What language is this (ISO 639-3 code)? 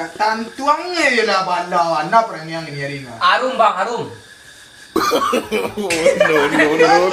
min